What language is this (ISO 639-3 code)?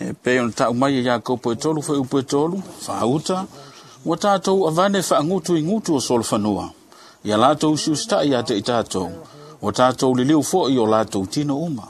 smo